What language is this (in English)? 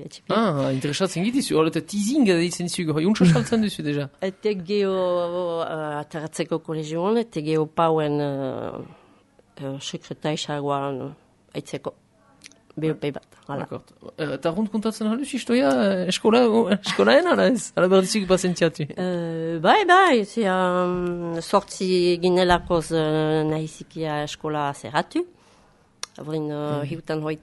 Basque